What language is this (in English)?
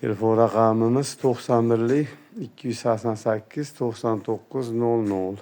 Uzbek